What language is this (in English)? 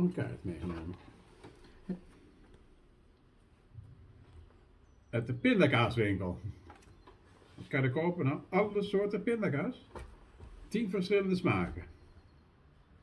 Dutch